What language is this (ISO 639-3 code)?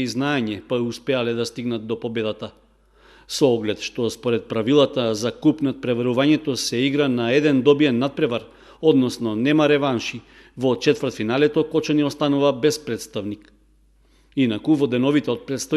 mkd